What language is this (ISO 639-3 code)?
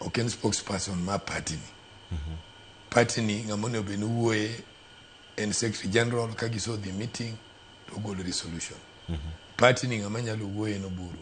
luo